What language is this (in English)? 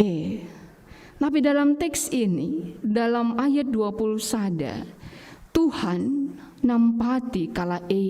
Batak Karo